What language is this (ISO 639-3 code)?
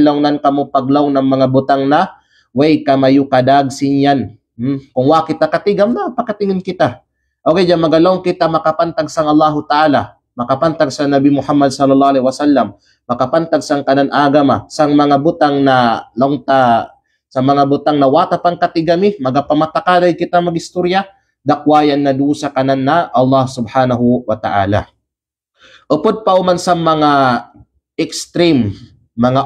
kqe